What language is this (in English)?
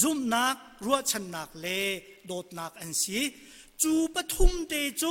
Hakha Chin